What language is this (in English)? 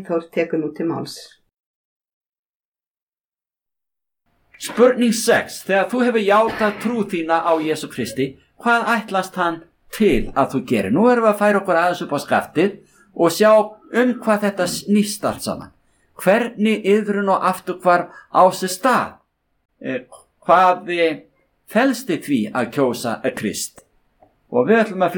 Icelandic